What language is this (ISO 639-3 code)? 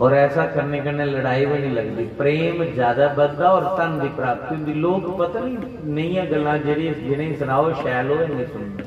doi